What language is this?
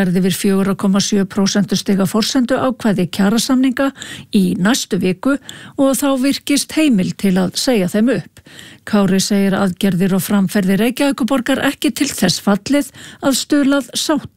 Icelandic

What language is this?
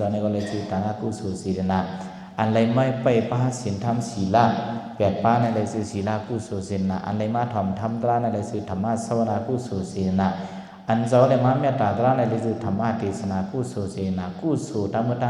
Shan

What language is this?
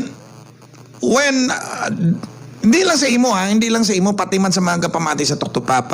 Hiligaynon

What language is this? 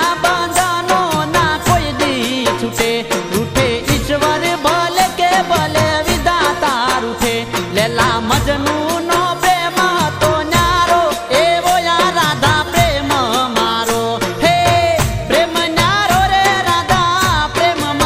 Gujarati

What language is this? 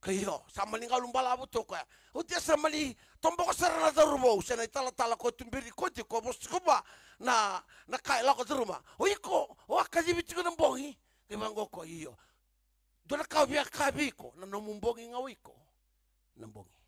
Fijian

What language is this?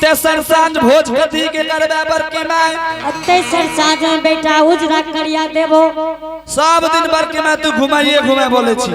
Angika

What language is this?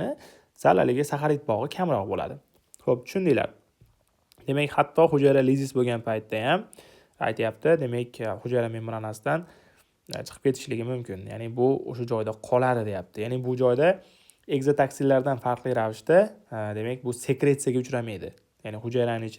Uzbek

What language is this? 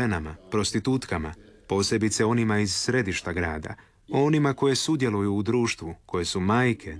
Croatian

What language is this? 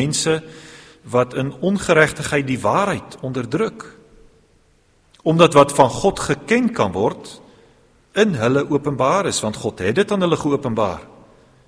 Afrikaans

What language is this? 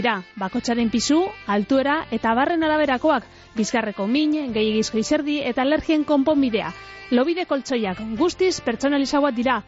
Basque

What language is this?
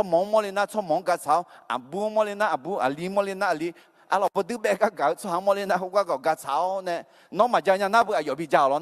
Akha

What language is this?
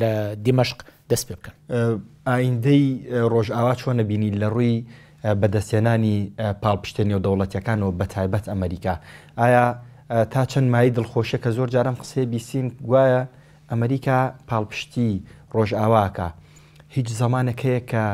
Central Kurdish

